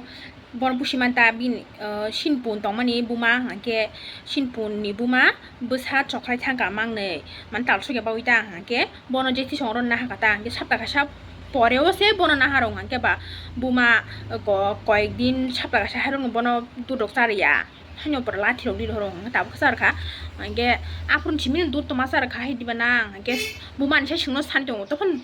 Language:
Kok Borok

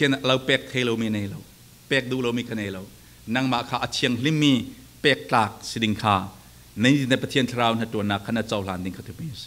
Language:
Falam Chin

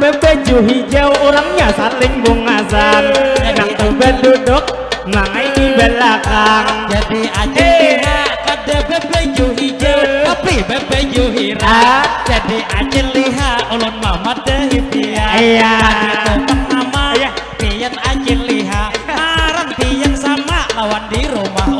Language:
Banjar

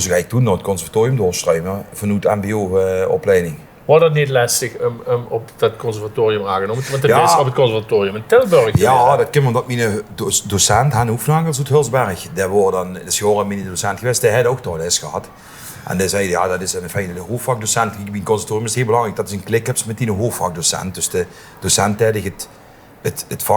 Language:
Limburgish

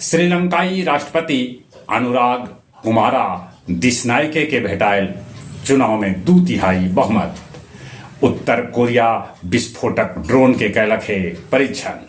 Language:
Magahi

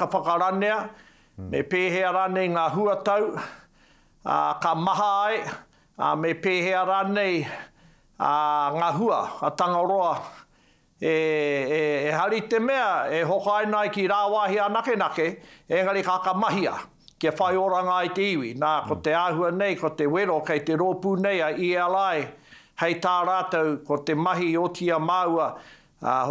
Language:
Māori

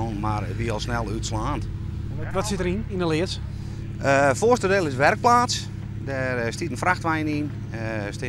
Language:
Western Frisian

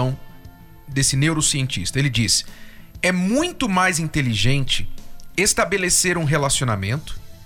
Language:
Portuguese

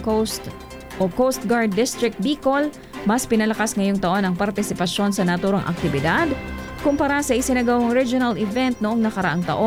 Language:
Filipino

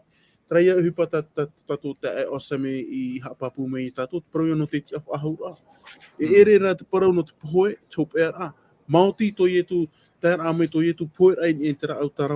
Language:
Tahitian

